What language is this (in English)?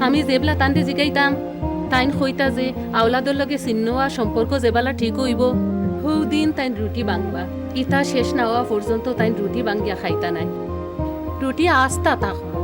Sylheti